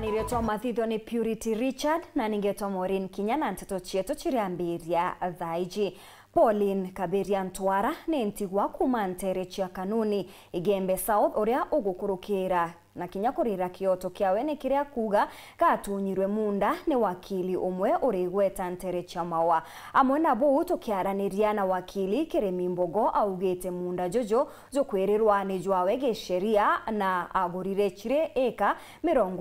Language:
Meru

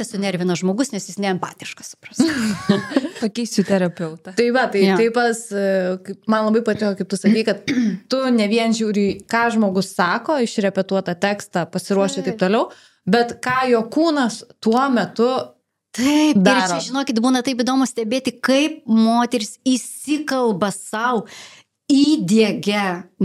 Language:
Lithuanian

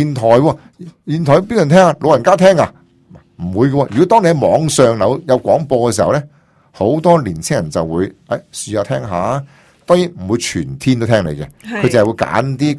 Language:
Cantonese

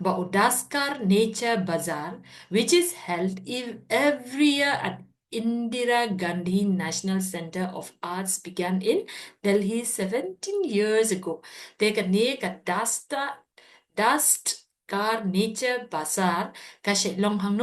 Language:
Khasi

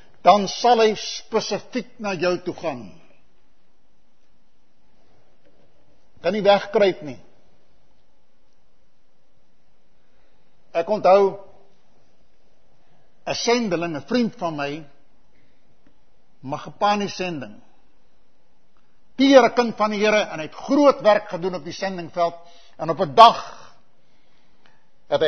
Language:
Afrikaans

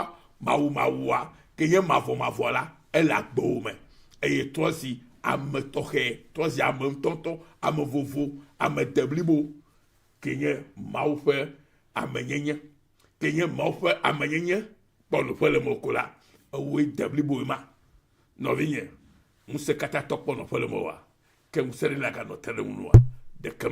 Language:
Ewe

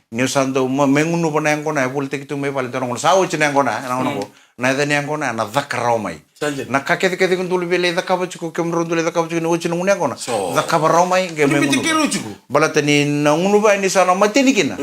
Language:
Fijian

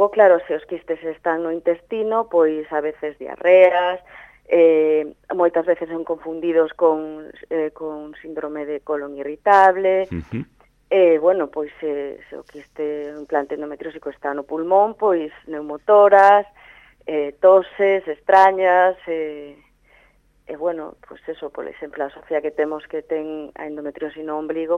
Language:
Galician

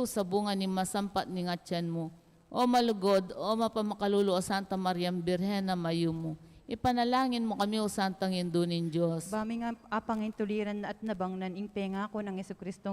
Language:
Pampanga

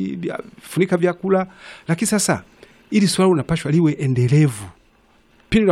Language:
Swahili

